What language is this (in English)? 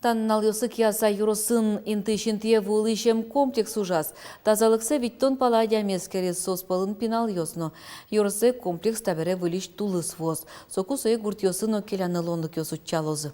Udmurt